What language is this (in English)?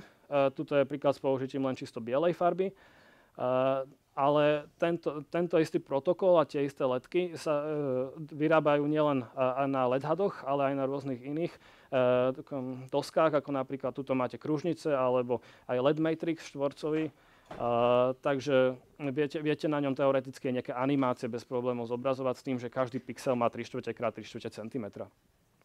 Slovak